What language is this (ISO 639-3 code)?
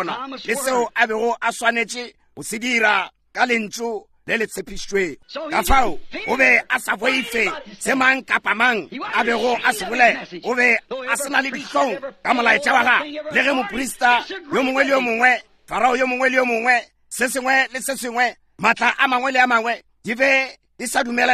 nso